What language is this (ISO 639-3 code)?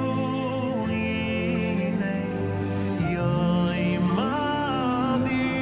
yid